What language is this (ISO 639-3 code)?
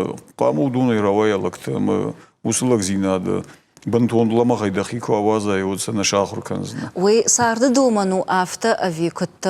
oss